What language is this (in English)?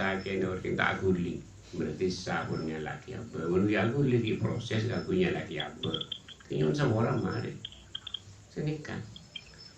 Madurese